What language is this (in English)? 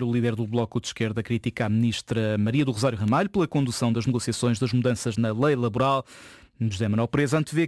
Portuguese